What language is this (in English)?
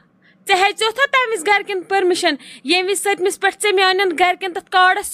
Kashmiri